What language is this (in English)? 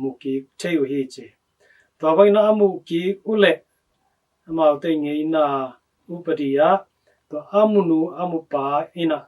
Tedim Chin